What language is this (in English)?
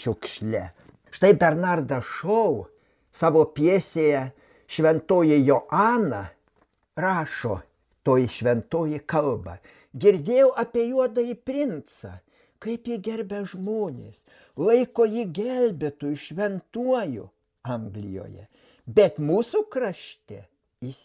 Lithuanian